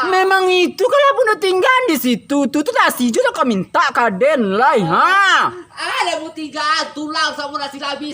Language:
Minangkabau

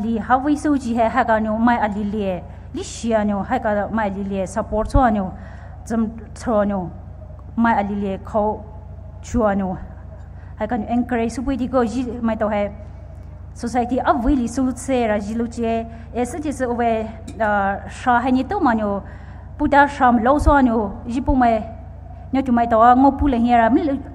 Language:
Poumei Naga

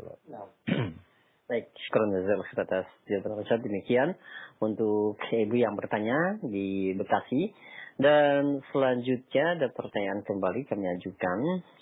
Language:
Indonesian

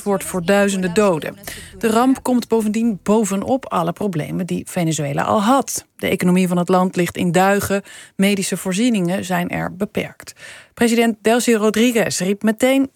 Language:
Dutch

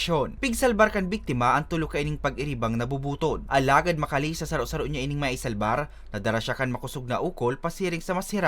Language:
Bikol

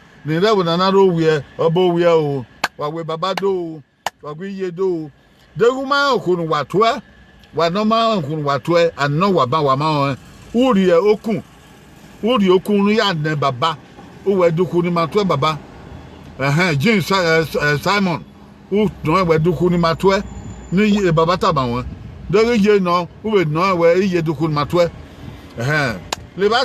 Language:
Bini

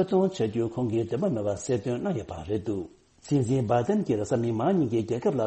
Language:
Tibetan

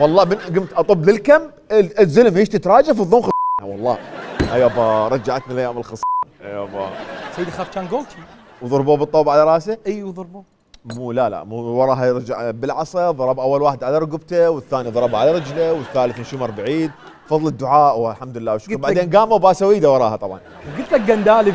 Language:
Mesopotamian Arabic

